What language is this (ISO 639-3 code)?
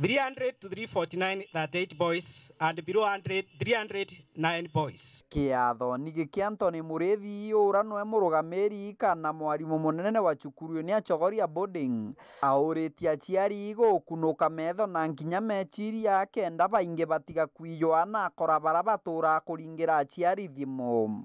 mer